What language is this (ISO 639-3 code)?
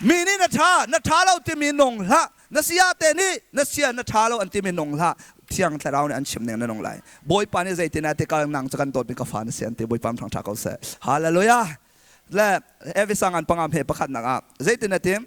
cnh